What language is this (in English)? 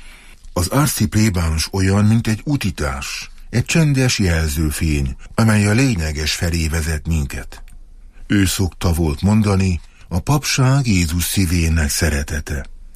Hungarian